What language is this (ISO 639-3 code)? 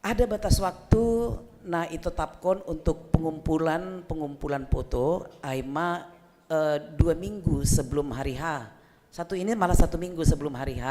bts